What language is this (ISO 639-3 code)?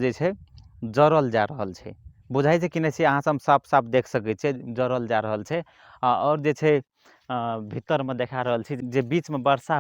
mai